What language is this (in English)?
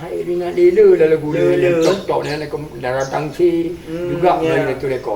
Achinese